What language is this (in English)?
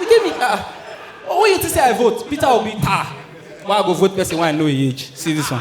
Nigerian Pidgin